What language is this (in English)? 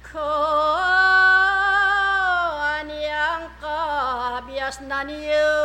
Pampanga